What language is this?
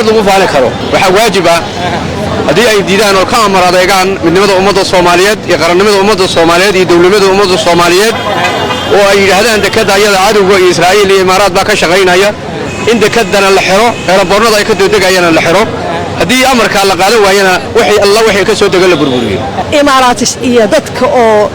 Somali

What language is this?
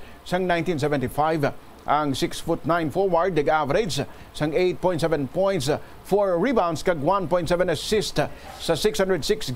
Hiligaynon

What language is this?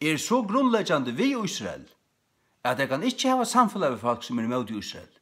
Faroese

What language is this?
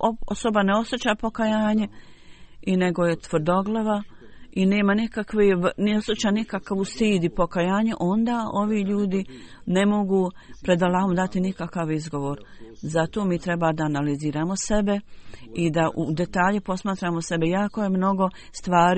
Croatian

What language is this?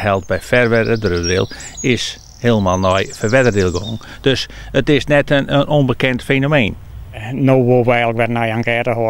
Western Frisian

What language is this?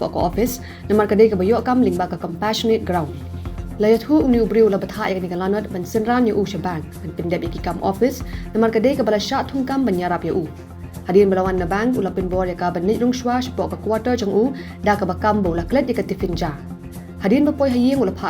Khasi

